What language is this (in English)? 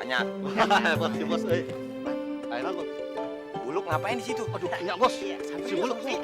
Betawi